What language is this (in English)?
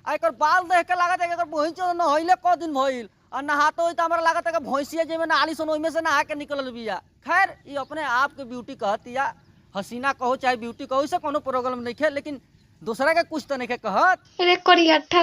Bhojpuri